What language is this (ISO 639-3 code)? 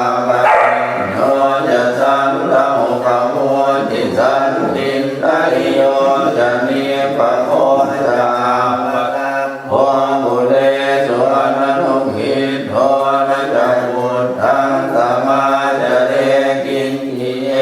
pli